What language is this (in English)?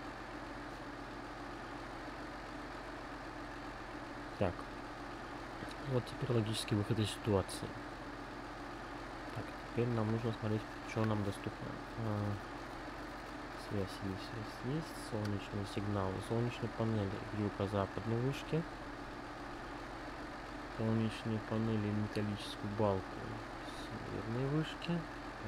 Russian